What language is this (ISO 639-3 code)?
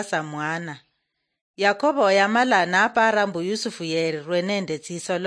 luy